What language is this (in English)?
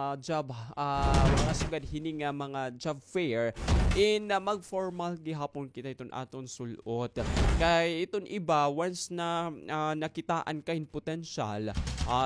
Waray